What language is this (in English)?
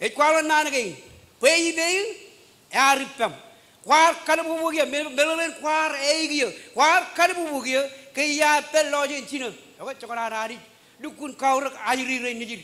Marshallese